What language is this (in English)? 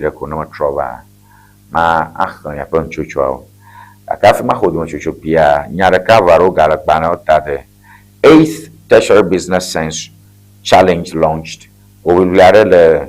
Ewe